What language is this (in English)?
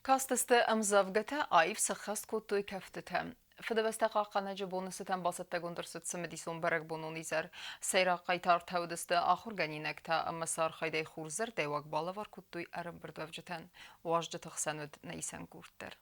Ossetic